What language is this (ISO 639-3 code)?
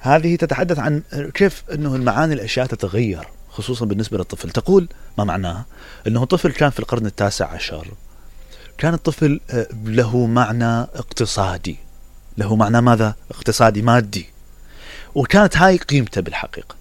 acm